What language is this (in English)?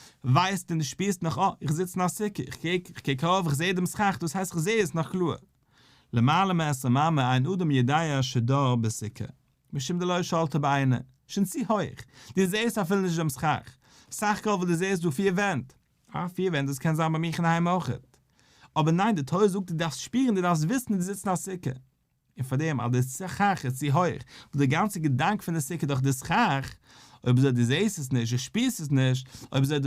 Yiddish